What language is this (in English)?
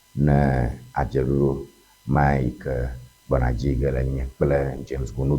Ewe